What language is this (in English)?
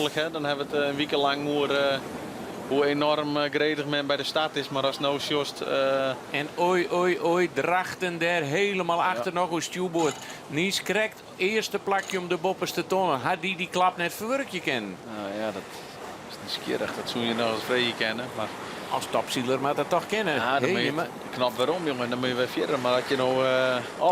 Western Frisian